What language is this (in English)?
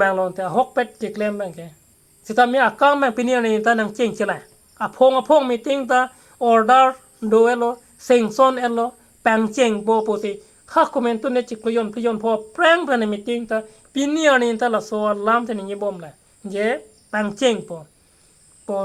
Karbi